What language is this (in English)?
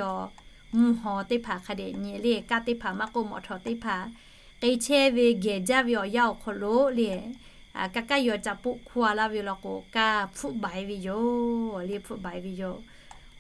Lahu